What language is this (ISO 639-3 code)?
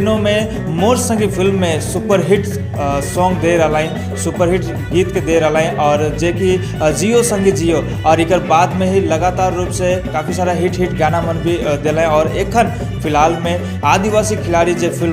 sck